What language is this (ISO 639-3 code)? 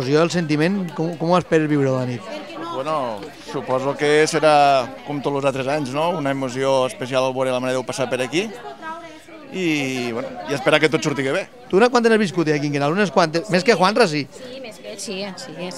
cat